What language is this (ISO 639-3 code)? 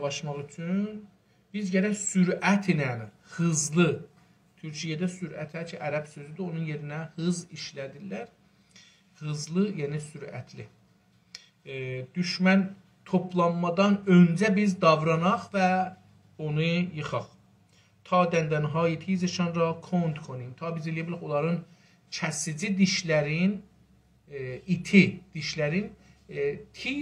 azb